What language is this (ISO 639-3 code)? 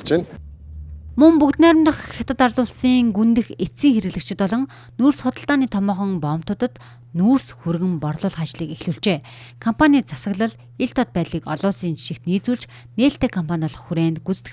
mon